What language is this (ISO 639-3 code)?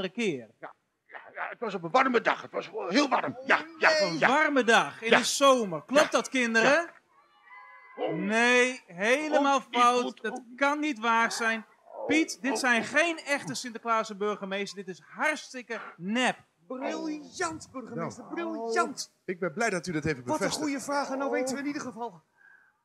nld